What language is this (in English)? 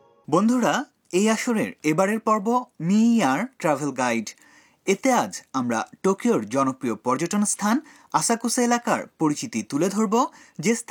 Bangla